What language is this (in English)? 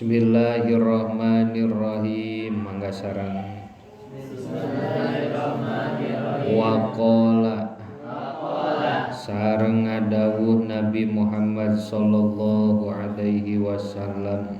Sundanese